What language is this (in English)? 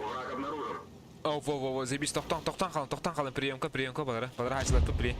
Yakut